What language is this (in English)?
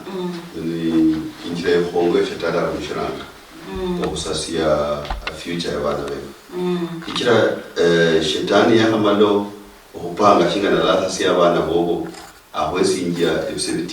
Luyia